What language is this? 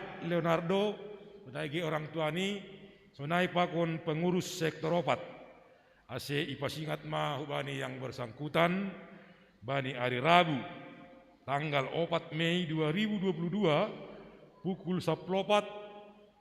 Batak Simalungun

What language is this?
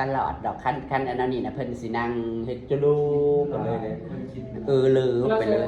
Northeastern Thai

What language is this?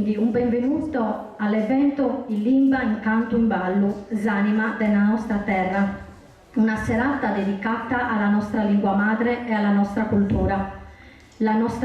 Sardinian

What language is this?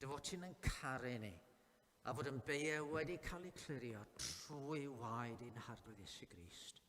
Welsh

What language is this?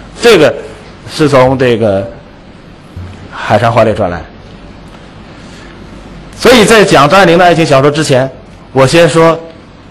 Chinese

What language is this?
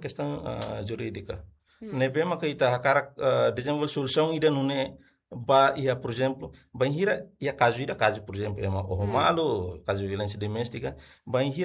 Tetum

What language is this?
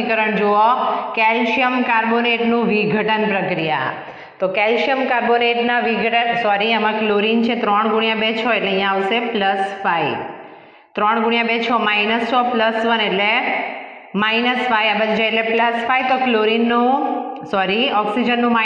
Gujarati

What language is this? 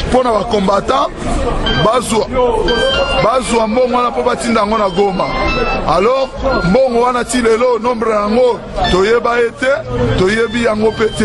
Lingala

